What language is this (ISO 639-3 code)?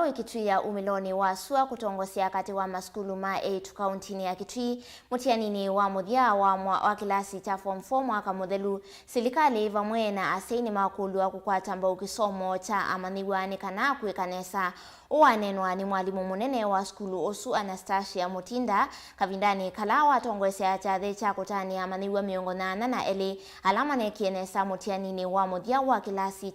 kam